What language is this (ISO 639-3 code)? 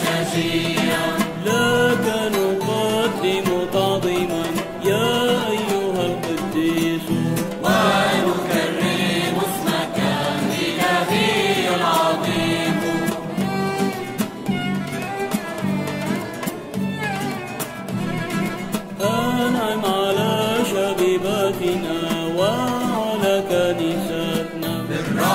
ell